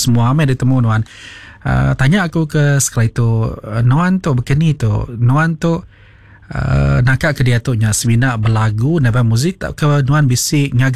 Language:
Iban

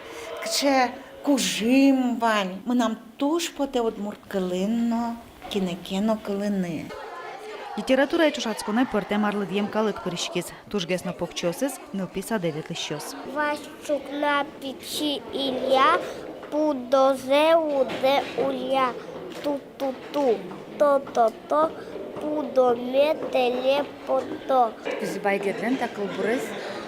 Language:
Udmurt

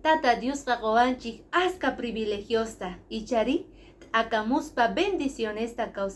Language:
Quechua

